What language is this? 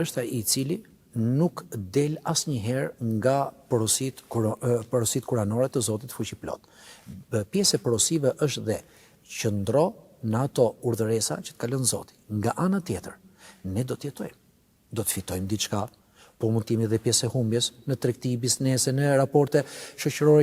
Albanian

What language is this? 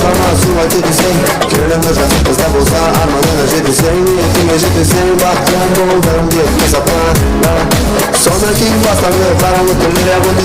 Kara-Kalpak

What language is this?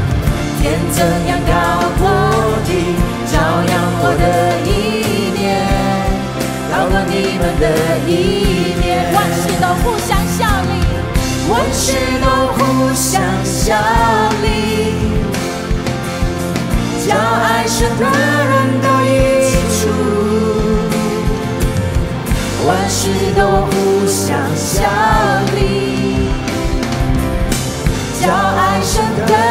Chinese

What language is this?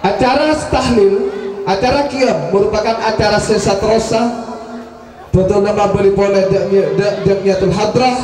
Madurese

